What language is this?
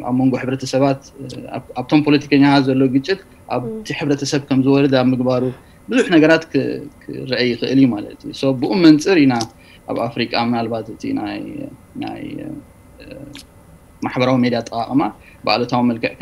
Tigrinya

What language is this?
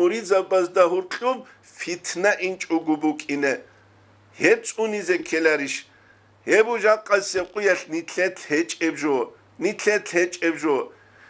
Avaric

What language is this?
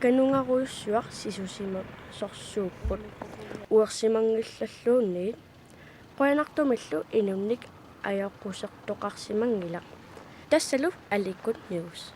Kalaallisut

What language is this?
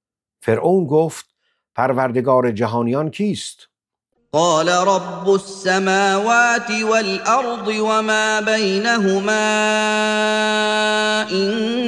Persian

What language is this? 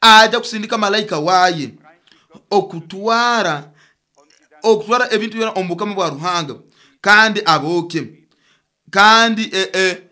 Nyoro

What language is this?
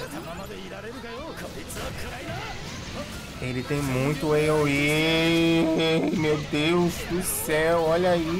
Portuguese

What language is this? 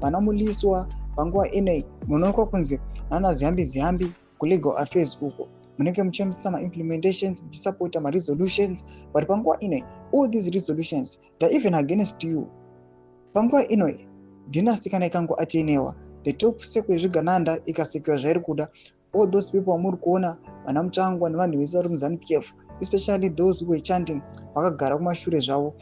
Shona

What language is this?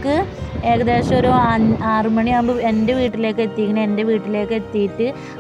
Malayalam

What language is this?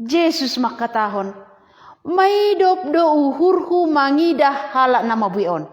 Batak Simalungun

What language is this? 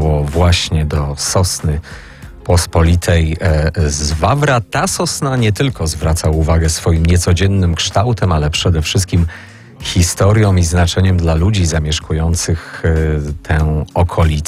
Polish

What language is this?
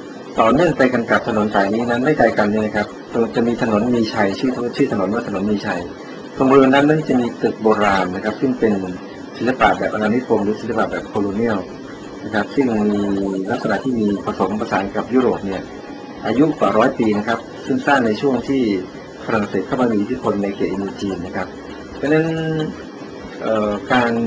Thai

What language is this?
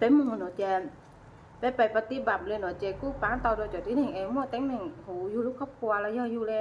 Hmong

